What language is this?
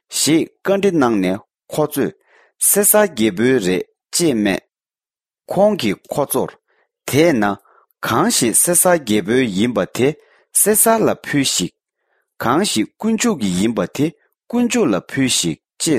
Tibetan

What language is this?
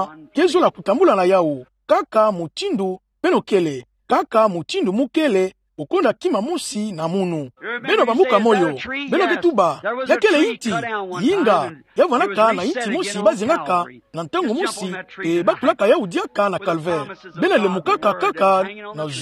Kituba (Democratic Republic of Congo)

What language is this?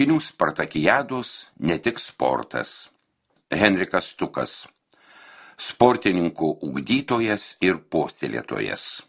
Lithuanian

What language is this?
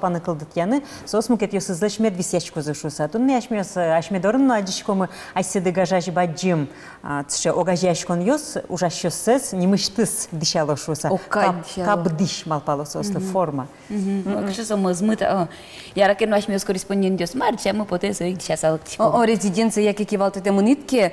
Udmurt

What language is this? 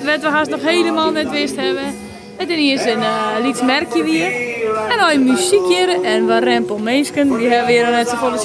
Western Frisian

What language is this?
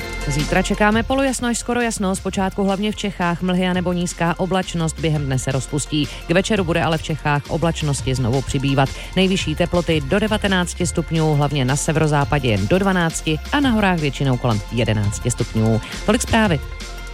Czech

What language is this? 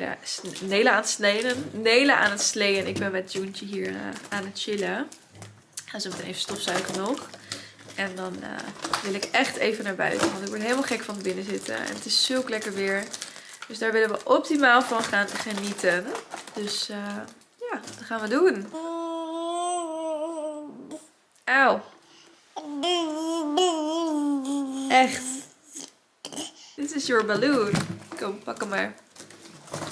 Dutch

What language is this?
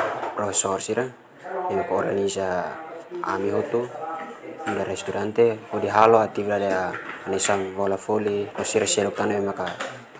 Tetum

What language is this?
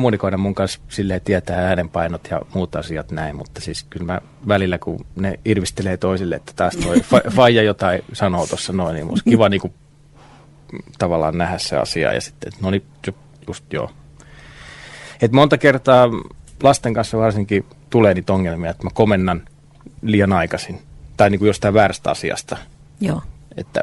Finnish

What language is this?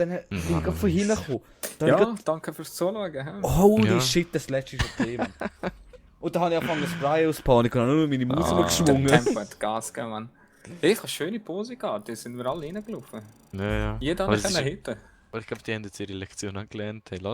Swiss German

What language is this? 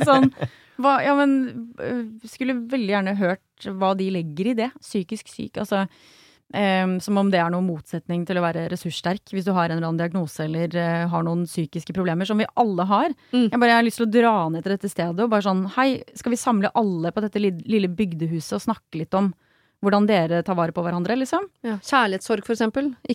Norwegian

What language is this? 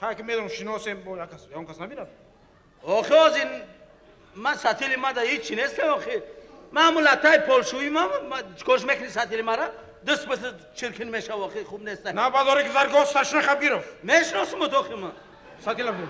Tajik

